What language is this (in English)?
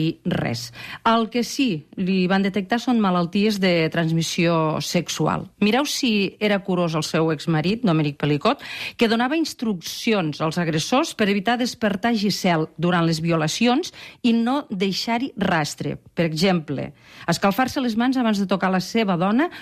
Catalan